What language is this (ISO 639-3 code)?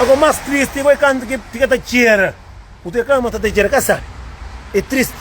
kea